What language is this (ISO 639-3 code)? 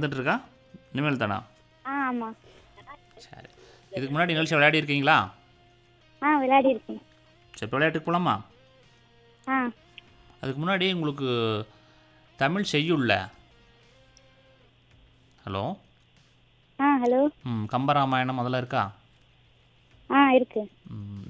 tam